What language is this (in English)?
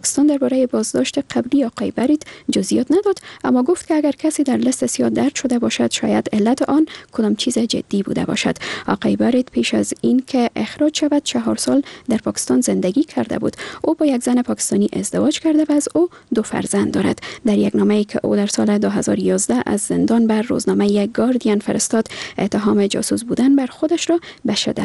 Persian